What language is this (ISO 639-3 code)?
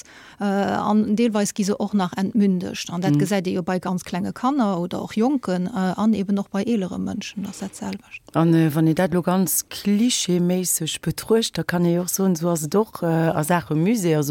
ltz